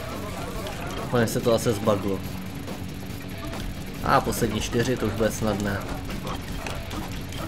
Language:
Czech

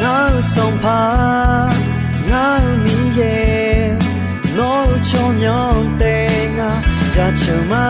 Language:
Akha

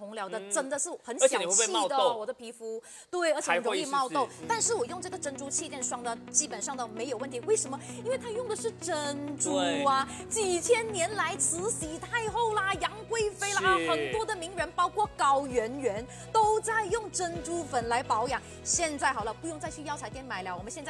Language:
Chinese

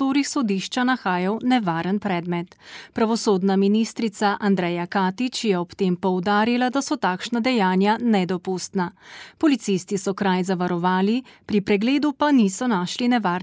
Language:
Slovenian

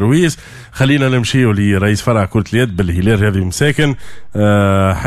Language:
Tunisian Arabic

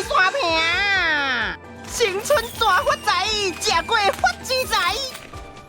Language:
Min Nan Chinese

